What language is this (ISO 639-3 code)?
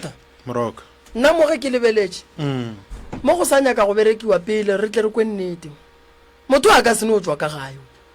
nso